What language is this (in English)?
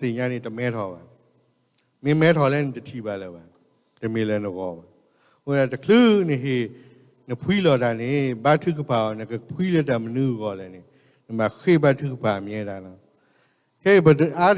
S'gaw Karen